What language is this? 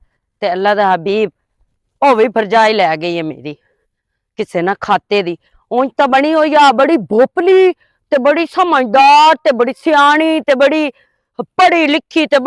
Western Panjabi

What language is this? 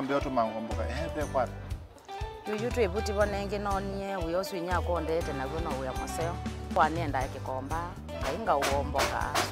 Kamba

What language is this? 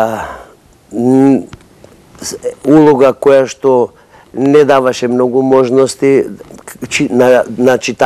Macedonian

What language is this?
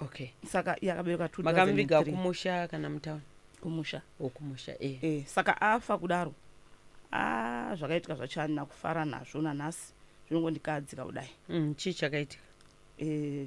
Shona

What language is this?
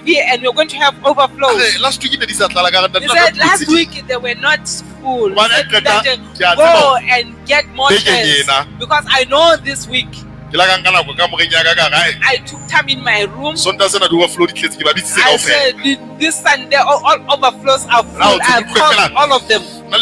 Southern Sotho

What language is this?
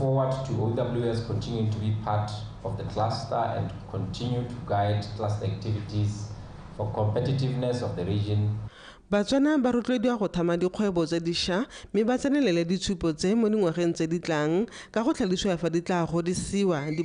Tswana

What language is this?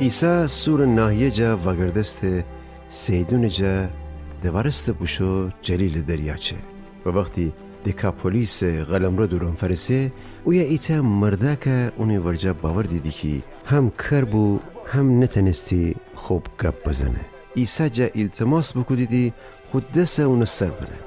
Gilaki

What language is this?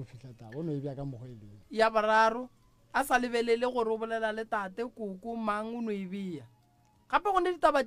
Northern Sotho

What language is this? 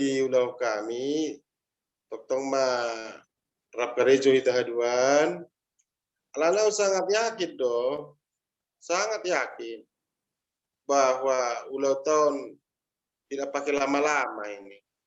Batak Toba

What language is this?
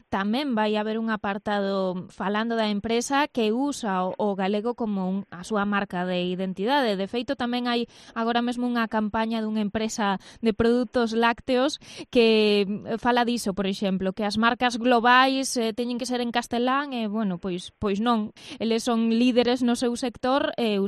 Galician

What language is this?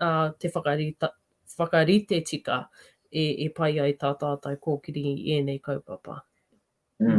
Māori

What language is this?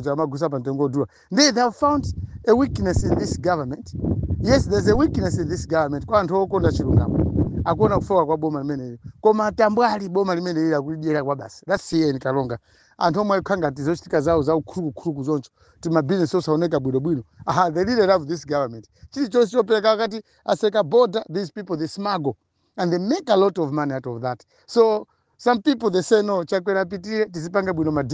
Nyanja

